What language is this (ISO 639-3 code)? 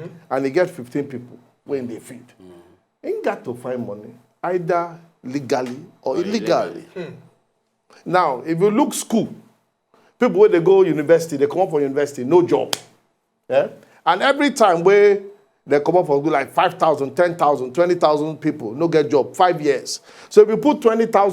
pcm